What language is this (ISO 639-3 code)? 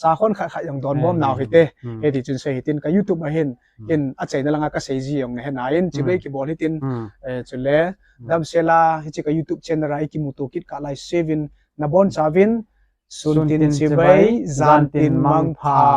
tcz